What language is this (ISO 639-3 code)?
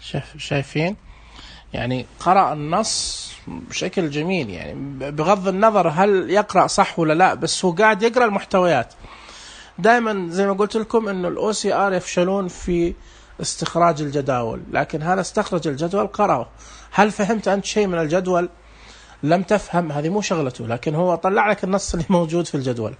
ars